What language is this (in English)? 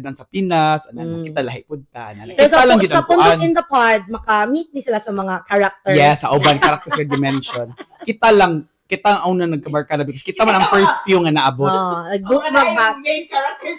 Cebuano